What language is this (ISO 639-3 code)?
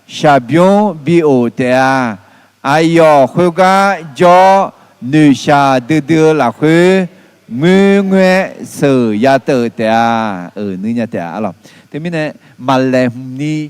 ahk